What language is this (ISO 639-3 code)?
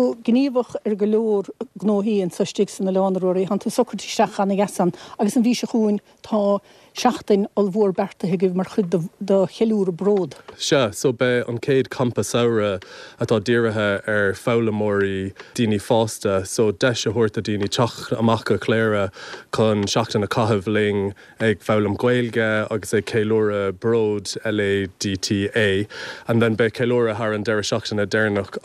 gle